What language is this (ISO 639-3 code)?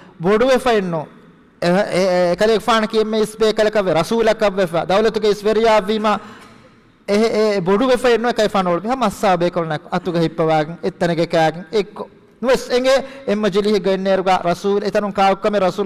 div